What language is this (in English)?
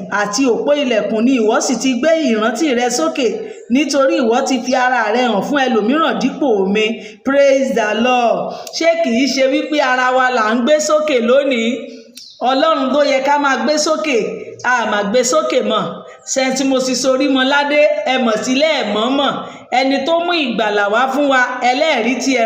Yoruba